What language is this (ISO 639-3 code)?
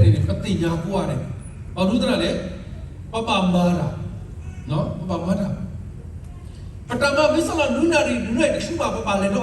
ksw